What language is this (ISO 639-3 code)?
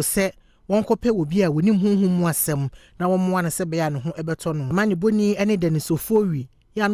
aka